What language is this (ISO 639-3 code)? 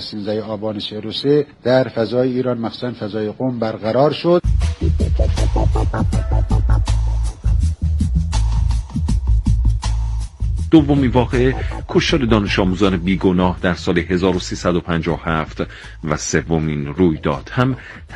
fas